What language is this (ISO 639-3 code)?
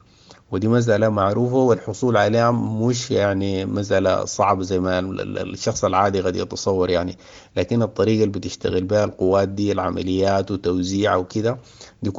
apd